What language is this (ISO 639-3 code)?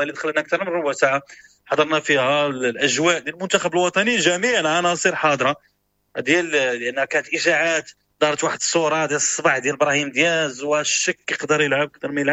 ary